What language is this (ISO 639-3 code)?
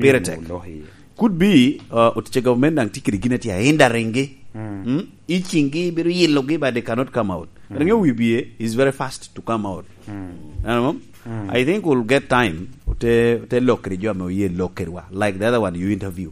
laj